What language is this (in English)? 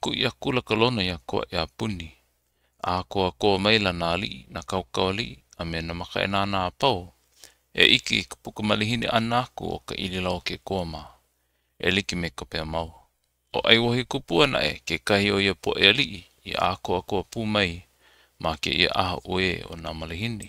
Hawaiian